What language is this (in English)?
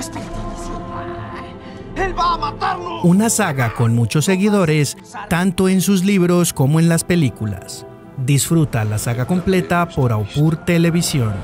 Spanish